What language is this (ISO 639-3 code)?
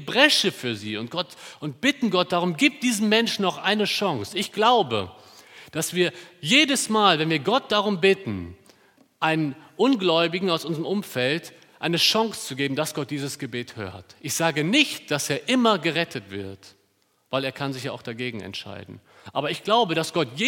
deu